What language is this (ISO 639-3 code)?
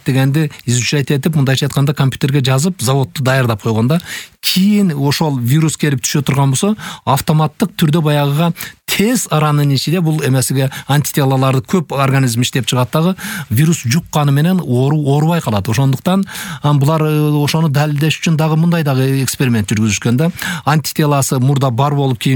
kir